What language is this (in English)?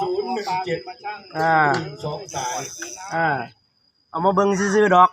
Northeastern Thai